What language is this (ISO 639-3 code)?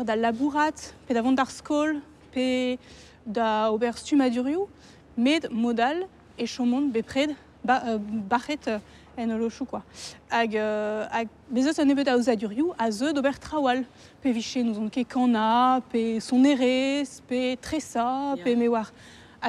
bre